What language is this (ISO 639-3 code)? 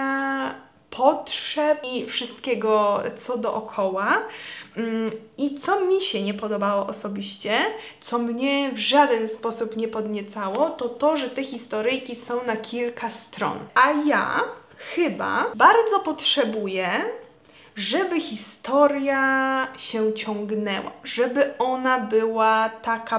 pol